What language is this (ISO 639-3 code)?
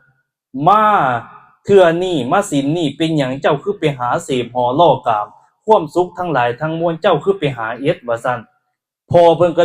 lao